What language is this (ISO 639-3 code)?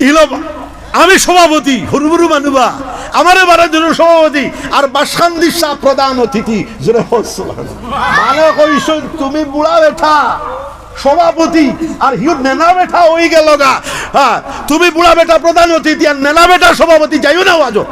syl